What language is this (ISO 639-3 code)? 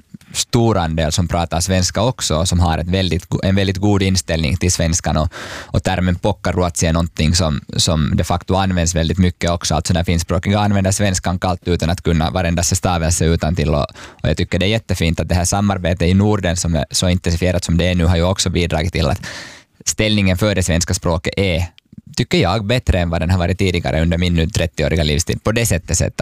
swe